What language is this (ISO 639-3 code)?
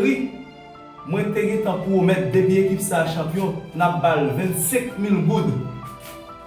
hat